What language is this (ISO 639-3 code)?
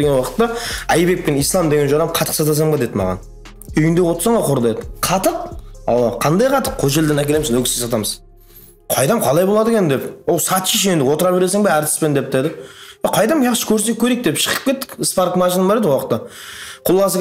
kaa